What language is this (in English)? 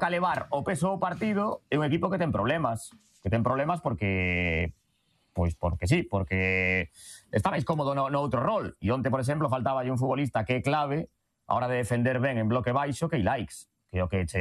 Galician